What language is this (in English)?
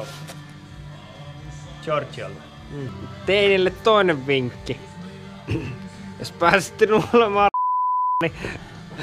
Finnish